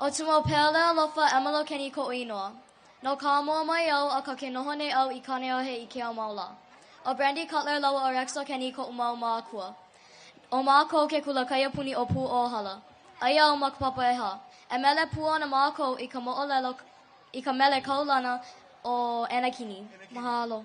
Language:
Hawaiian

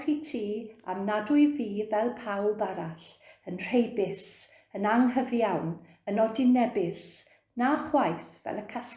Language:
Welsh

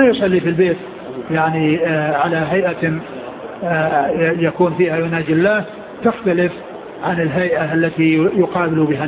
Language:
Arabic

